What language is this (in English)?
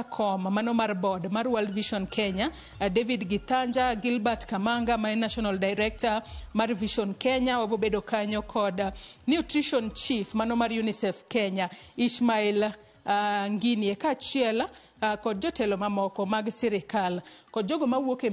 Luo (Kenya and Tanzania)